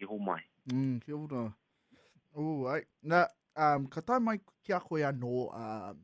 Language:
Māori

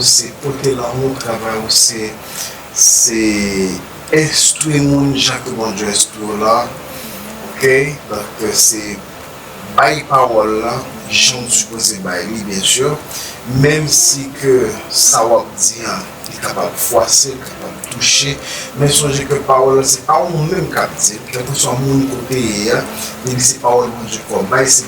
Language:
Haitian Creole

